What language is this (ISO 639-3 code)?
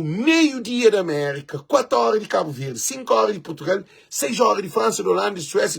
kea